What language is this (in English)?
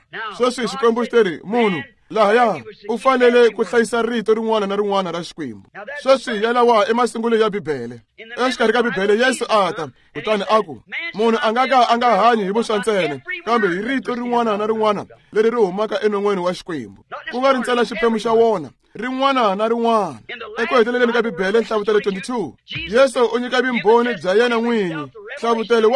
Tsonga